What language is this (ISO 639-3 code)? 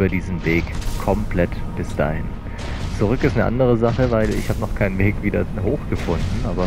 deu